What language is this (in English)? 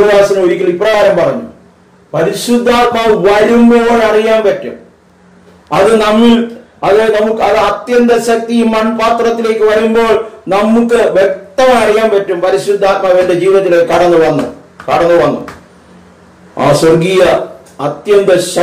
Malayalam